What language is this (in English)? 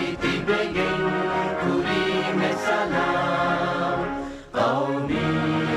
Divehi